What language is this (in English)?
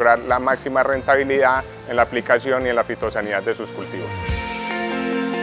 Spanish